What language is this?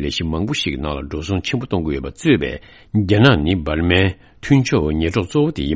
Tibetan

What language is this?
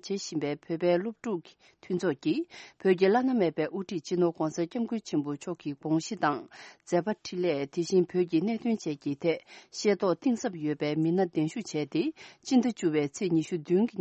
Tibetan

